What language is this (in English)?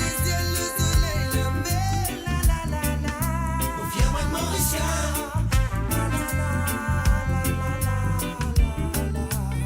Morisyen